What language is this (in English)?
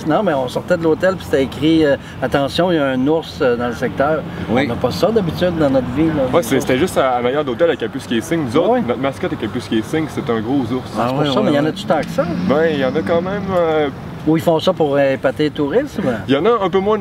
French